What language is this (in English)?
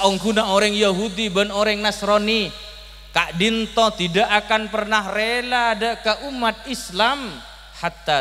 Madurese